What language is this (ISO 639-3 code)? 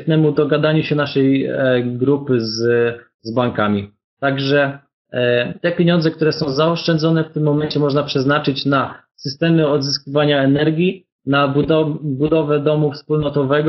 pol